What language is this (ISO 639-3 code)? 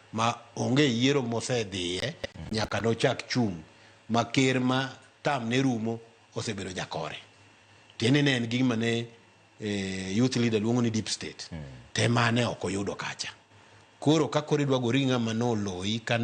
luo